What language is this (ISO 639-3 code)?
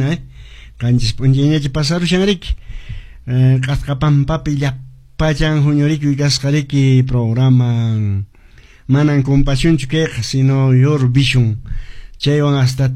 que